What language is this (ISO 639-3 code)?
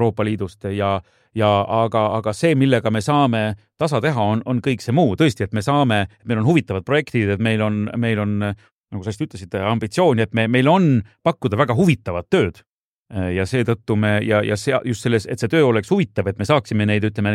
est